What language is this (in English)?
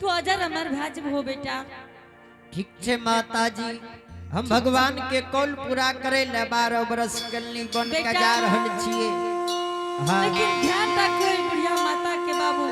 Angika